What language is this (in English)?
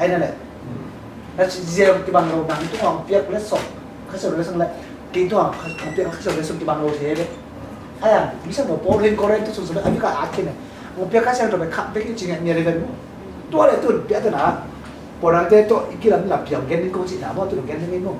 Tedim Chin